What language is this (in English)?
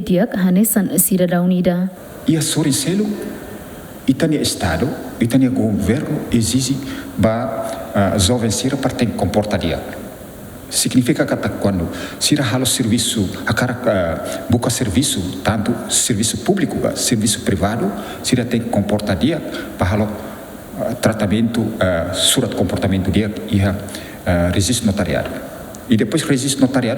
Tetum